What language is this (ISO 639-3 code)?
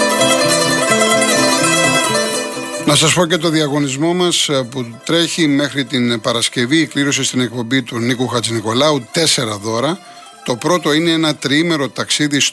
ell